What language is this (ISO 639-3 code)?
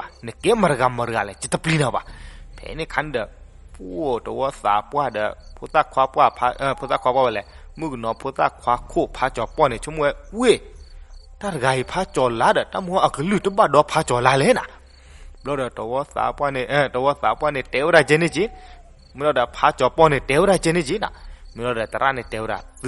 ksw